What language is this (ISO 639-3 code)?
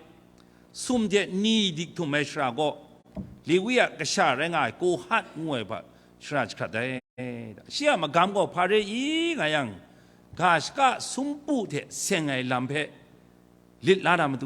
kac